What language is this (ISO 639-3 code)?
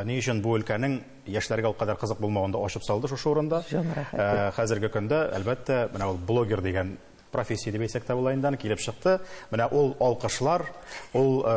tat